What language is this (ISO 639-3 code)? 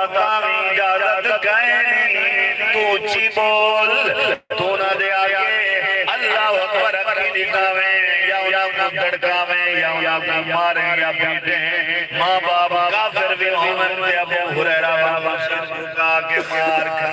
skr